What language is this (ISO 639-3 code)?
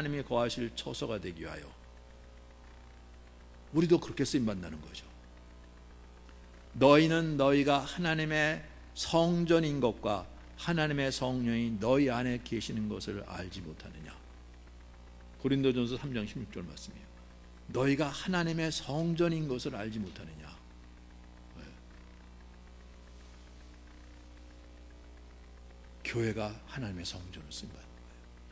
kor